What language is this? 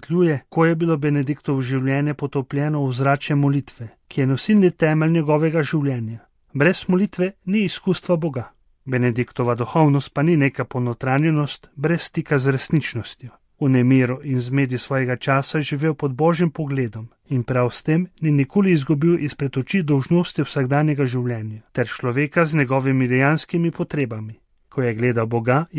Slovenian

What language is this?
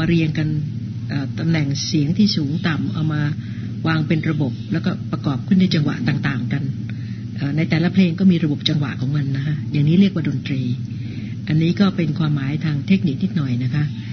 Thai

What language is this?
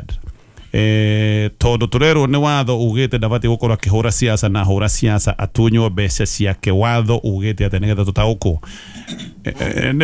Kikuyu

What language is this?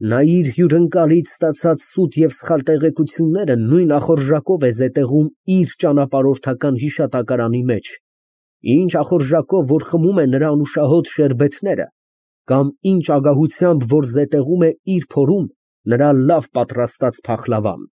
Armenian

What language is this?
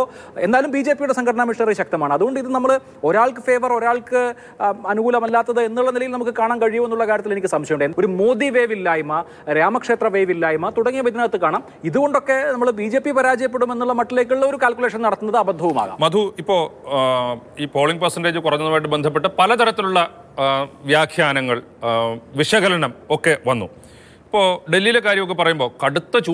Malayalam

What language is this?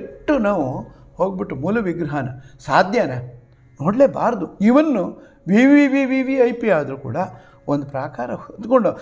Kannada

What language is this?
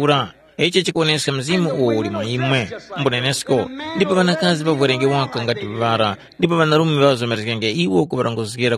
Tumbuka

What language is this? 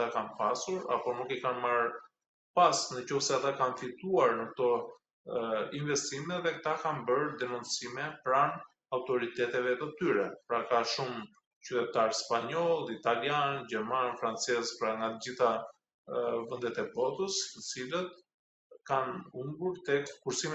Albanian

